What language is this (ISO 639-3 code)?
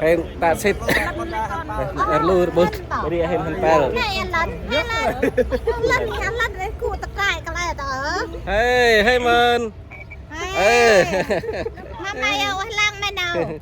cmo